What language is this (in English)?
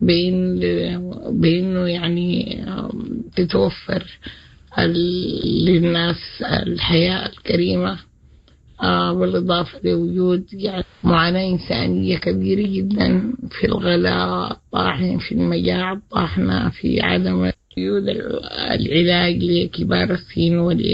Sudanese Arabic